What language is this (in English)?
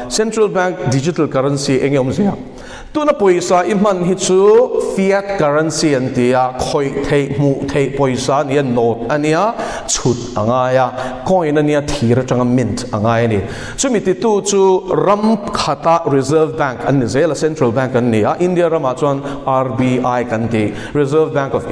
Mizo